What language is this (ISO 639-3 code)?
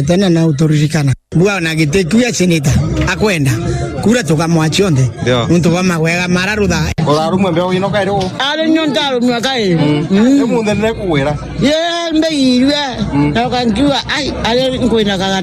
mer